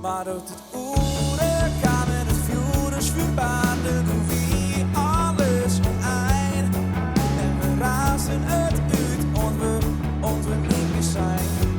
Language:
Western Frisian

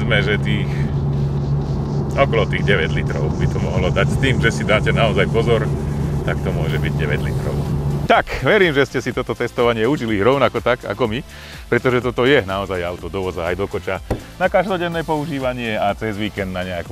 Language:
Slovak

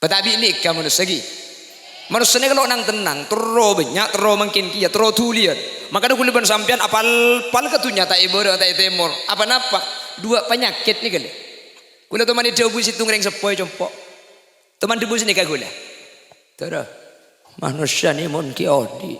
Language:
Madurese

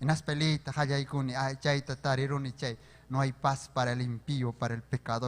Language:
Ayacucho Quechua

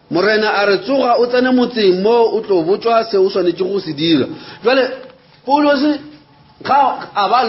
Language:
Northern Sotho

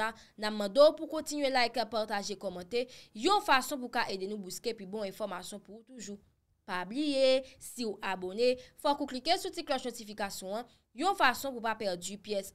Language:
Haitian Creole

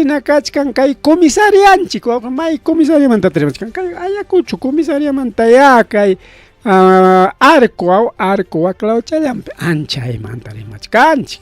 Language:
Ayacucho Quechua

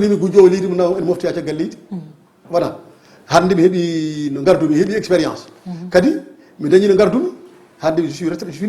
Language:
Fula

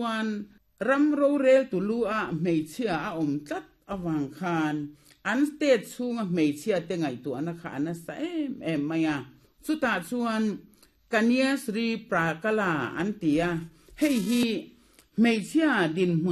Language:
Mizo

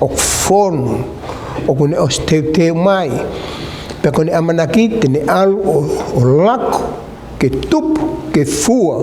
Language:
Tongan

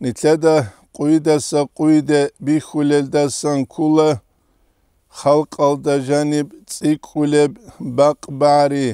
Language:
Avaric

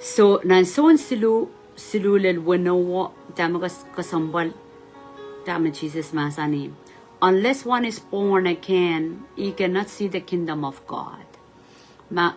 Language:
Pohnpeian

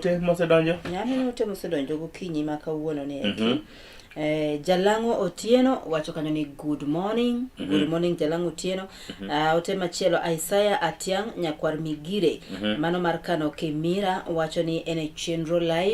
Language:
Luo (Kenya and Tanzania)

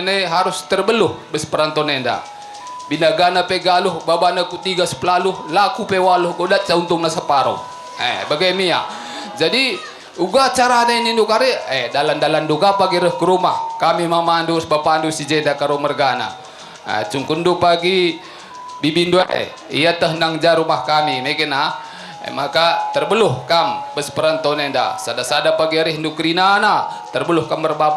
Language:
Batak Karo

